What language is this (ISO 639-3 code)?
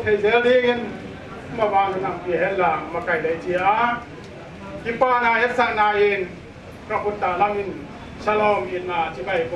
pck